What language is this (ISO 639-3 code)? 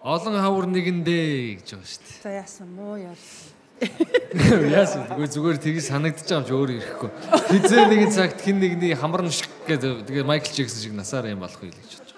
mon